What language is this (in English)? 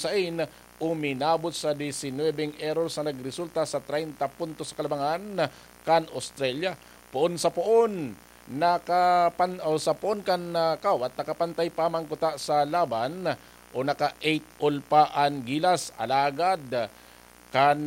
Bikol